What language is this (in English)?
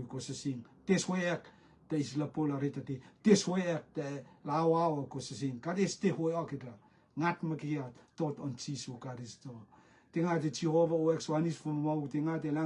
Rotuman